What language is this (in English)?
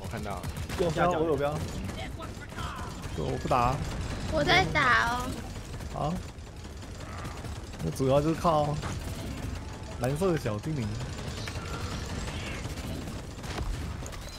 Chinese